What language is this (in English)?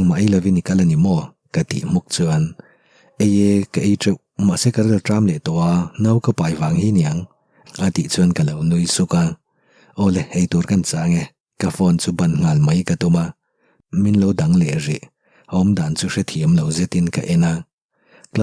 Mizo